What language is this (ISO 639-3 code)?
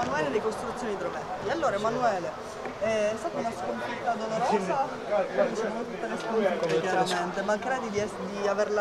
ita